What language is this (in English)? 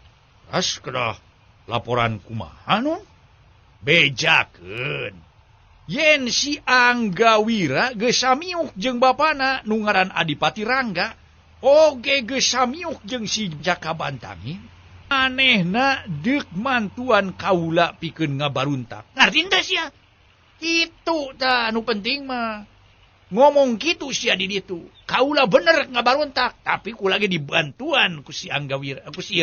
Sundanese